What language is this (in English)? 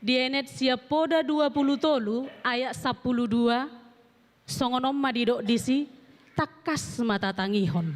Batak Toba